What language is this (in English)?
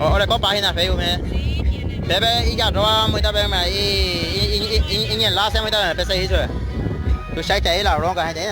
Guarani